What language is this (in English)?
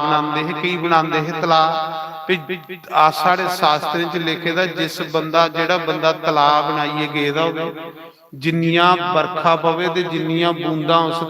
Dogri